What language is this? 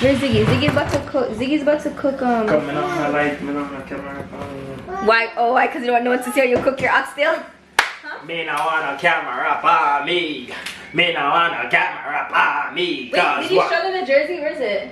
Jamaican Creole English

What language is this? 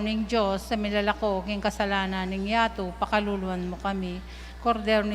Pampanga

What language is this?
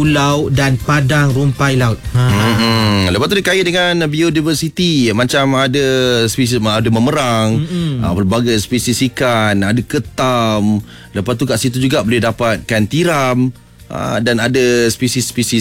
Malay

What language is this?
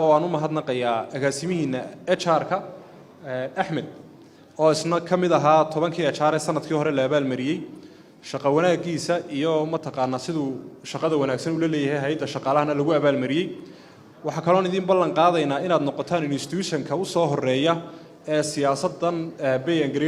Somali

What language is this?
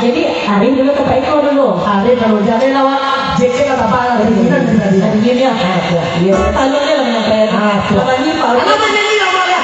Minangkabau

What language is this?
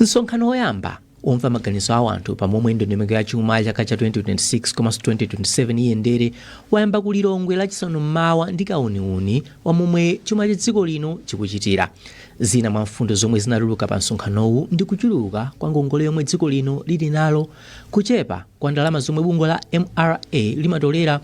Nyanja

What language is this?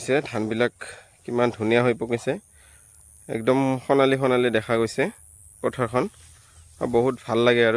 Assamese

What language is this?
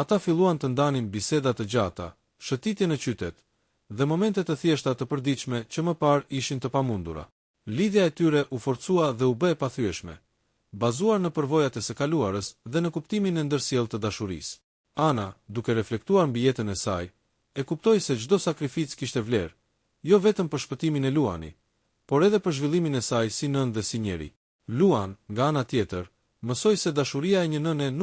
Albanian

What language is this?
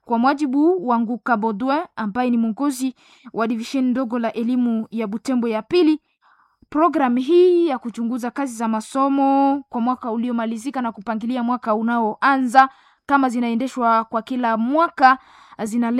Swahili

